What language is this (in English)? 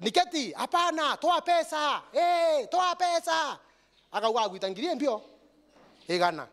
Meru